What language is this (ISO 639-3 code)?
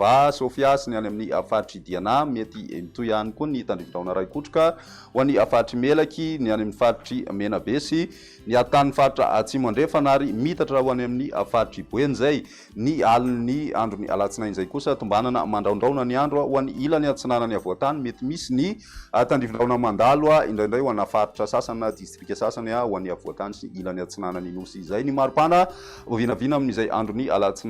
mlg